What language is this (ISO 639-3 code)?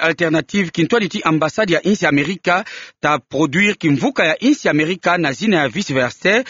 ktu